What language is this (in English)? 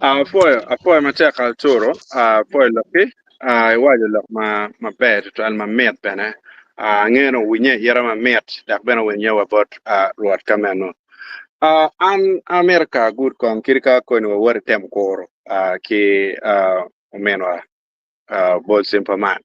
Acoli